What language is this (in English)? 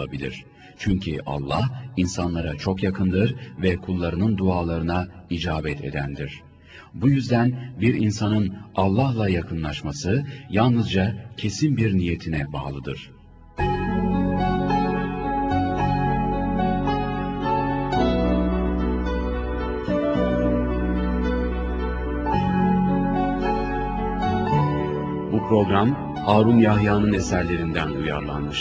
Turkish